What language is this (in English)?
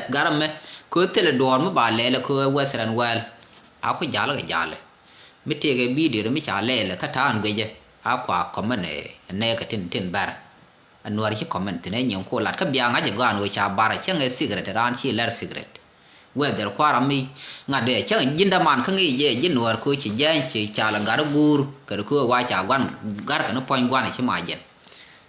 Nuer